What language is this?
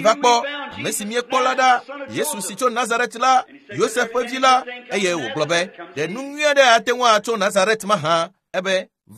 Ewe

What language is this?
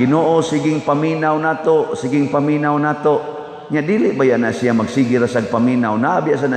Cebuano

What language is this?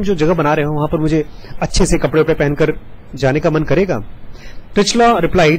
Hindi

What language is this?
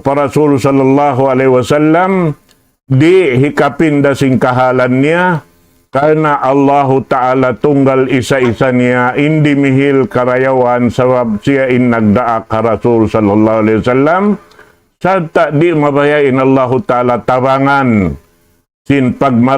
Tausug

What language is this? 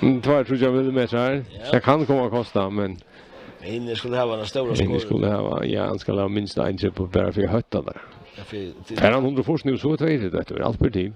Faroese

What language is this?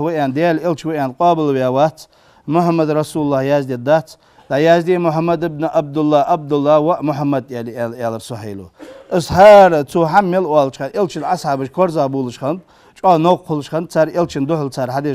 Ingush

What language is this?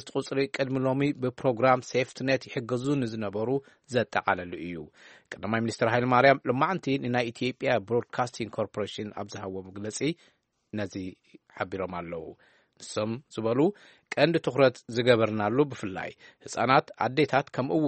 Tigrinya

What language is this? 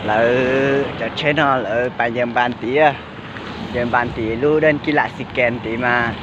Hmong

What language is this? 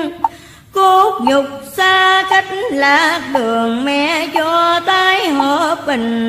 Vietnamese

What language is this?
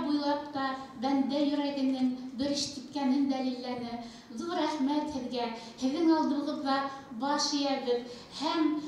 Bashkir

